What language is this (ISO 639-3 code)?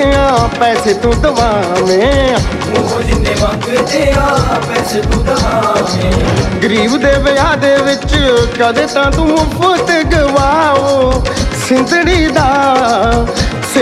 pan